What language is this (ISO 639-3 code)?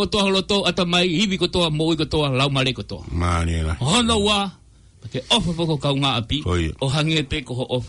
ton